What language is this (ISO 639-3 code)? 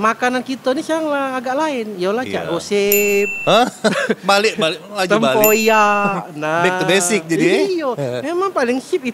mui